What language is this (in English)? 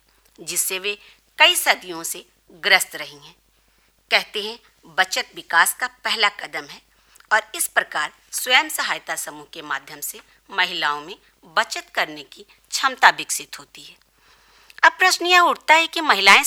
Hindi